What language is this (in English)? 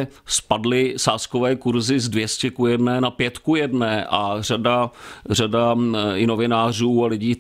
Czech